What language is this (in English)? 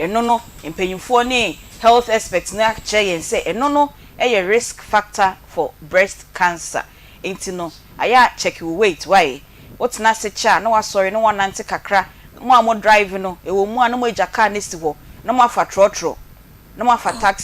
Akan